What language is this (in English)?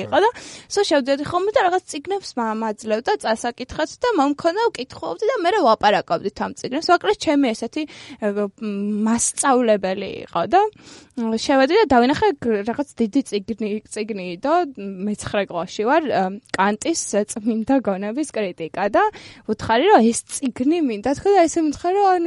Georgian